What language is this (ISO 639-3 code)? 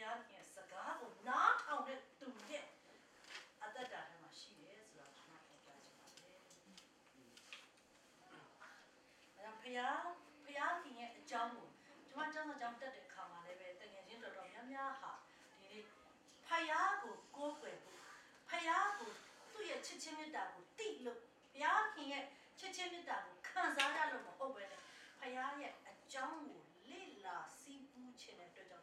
mya